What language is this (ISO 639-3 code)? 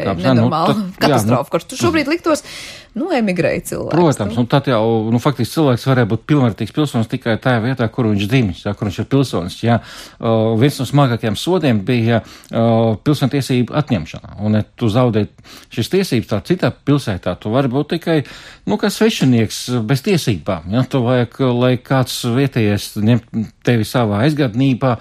lav